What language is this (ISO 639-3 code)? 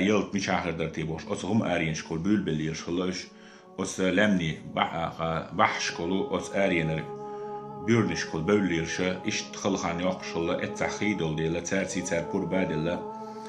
che